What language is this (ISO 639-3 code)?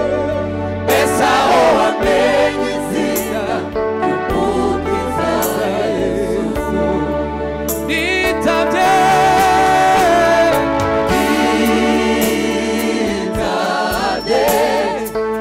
kin